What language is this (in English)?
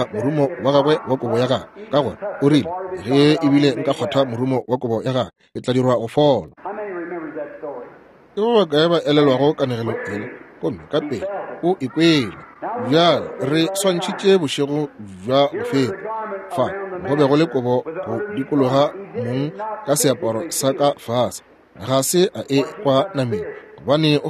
Northern Sotho